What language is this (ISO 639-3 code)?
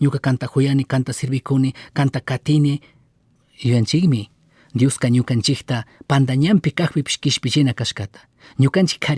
qug